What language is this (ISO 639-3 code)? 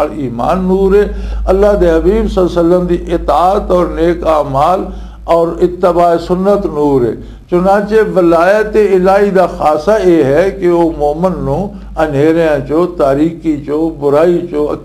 lah